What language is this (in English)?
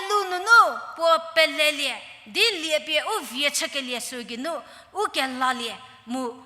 Angami Naga